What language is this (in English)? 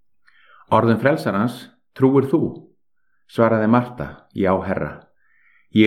Icelandic